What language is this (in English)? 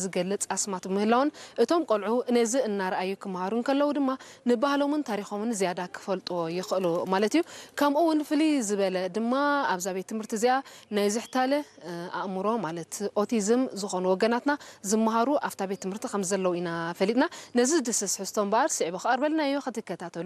Tigrinya